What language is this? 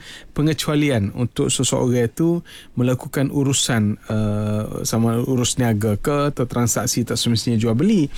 Malay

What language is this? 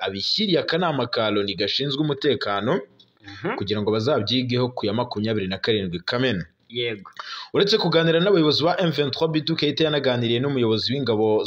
Kinyarwanda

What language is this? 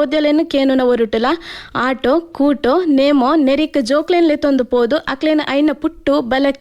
Tulu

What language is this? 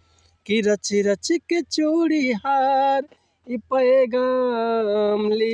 Bhojpuri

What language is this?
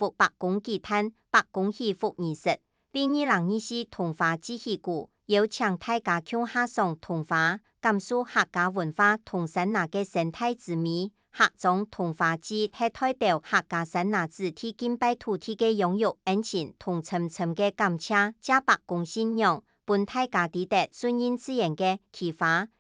Hakka Chinese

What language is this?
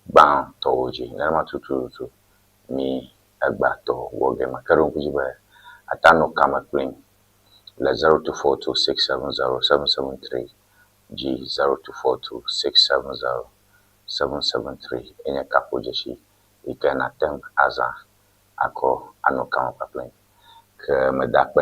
Ewe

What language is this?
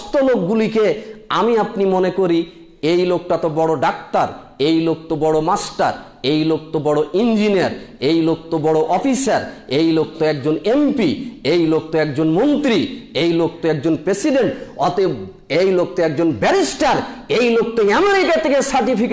Bangla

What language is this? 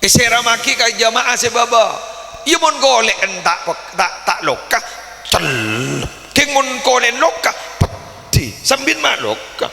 Madurese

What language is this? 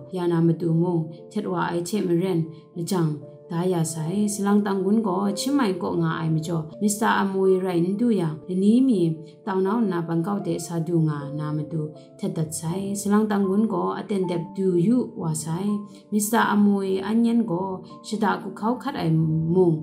Kachin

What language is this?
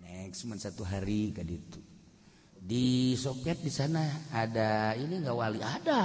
Sundanese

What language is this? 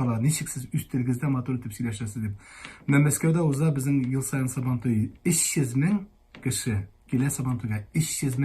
Tatar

